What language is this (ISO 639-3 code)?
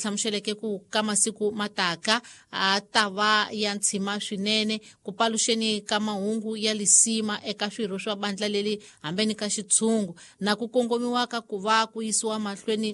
tso